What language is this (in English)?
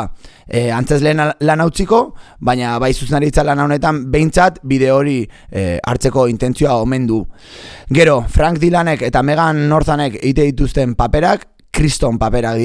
Basque